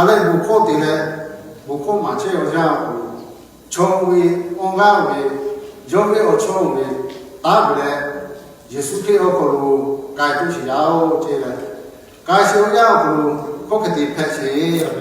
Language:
Lahu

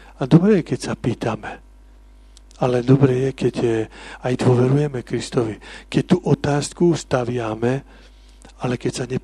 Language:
Slovak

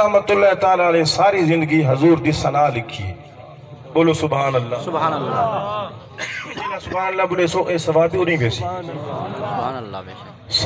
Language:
Saraiki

